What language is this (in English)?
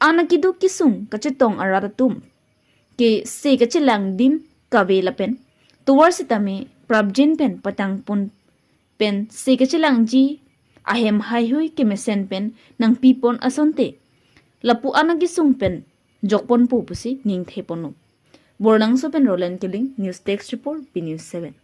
Karbi